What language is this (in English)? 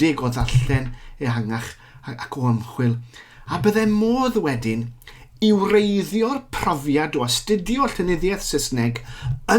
Welsh